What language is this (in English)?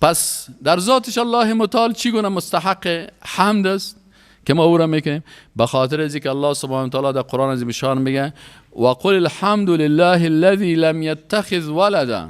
Persian